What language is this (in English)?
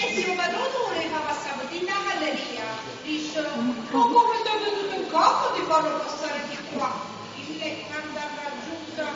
Neapolitan